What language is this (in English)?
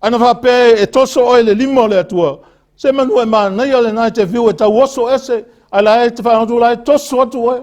Samoan